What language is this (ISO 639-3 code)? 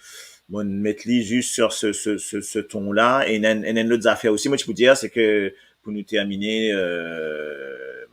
mfe